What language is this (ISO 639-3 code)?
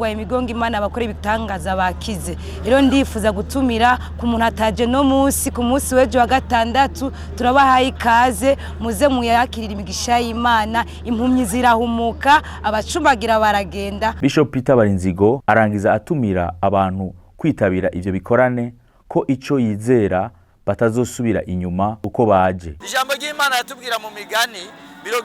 run